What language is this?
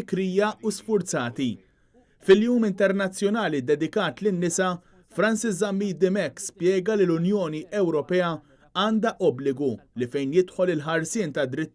Maltese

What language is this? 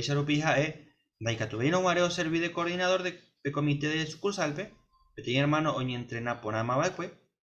Guarani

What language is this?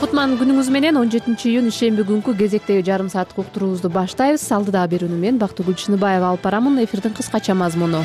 Kyrgyz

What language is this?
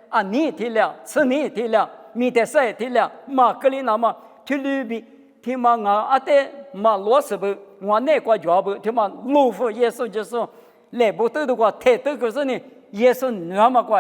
Lisu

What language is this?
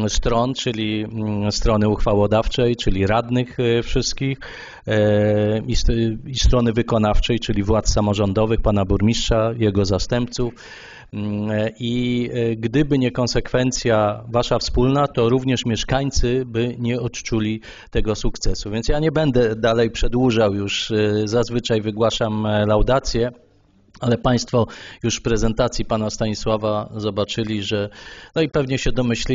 Polish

